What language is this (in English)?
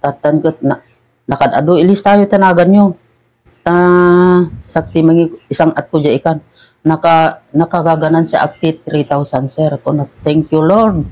Iloko